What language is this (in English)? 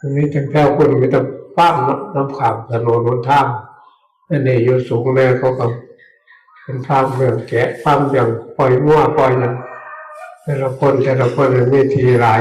Northeastern Thai